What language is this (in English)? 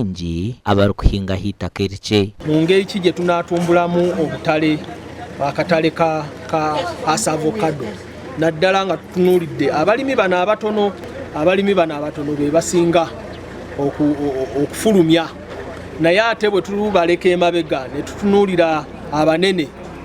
Nyankole